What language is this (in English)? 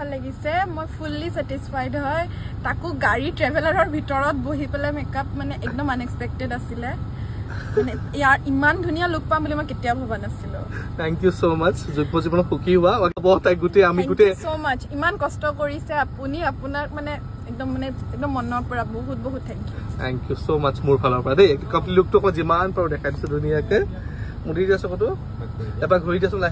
Assamese